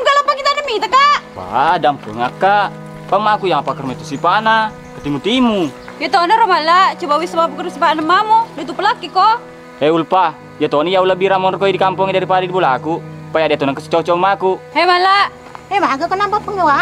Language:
Buginese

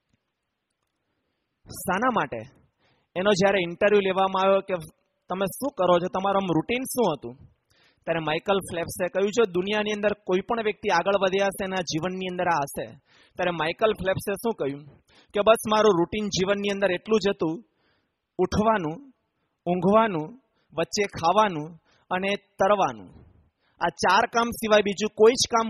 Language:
Gujarati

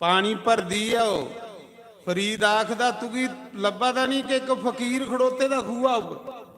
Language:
Dogri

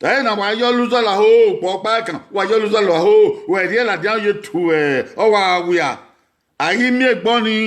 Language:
Bini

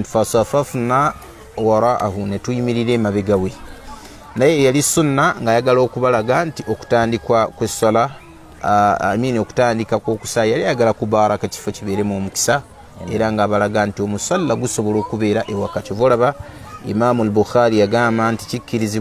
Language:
Ganda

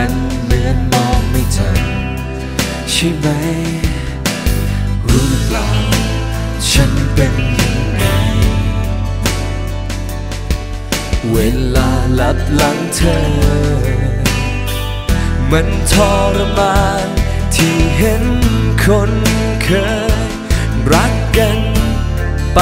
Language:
Thai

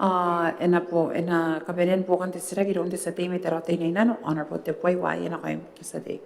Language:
Gilbertese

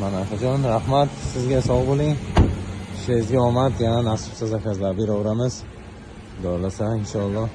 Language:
Uzbek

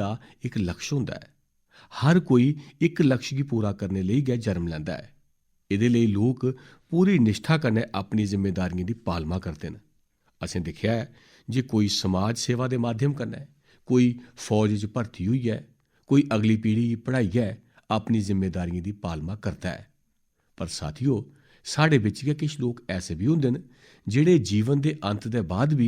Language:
Dogri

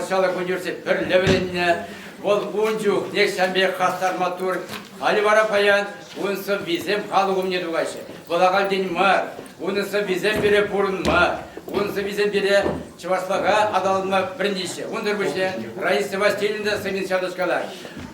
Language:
Chuvash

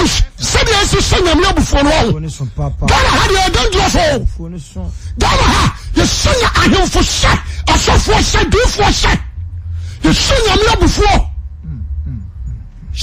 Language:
Akan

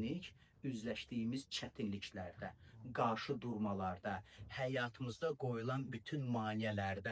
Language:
Azerbaijani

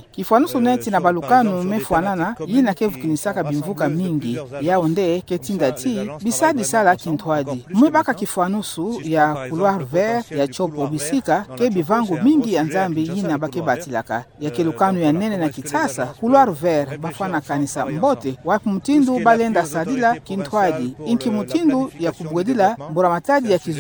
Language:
Kituba (Democratic Republic of Congo)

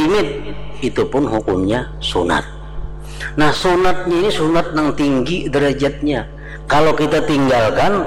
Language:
Banjar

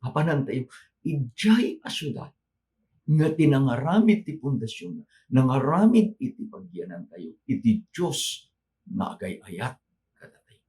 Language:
Iloko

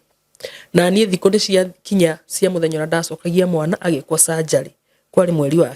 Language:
Kikuyu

